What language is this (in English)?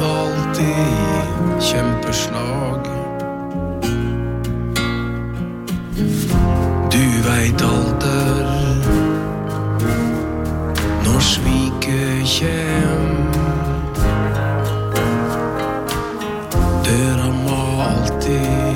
Norwegian